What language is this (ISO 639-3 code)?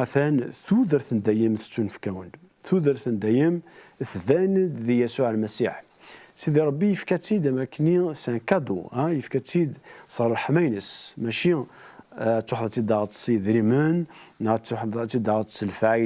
kab